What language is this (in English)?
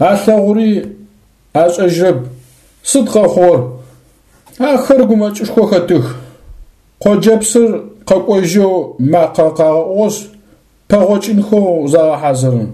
Adyghe